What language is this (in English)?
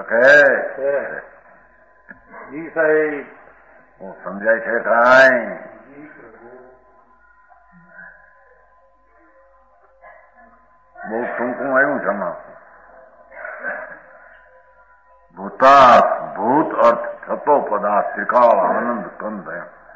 Gujarati